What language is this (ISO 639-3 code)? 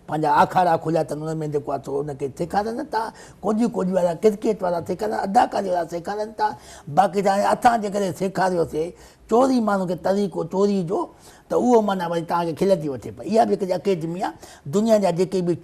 snd